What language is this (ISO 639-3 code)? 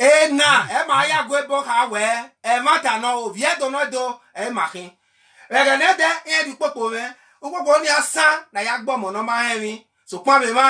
bin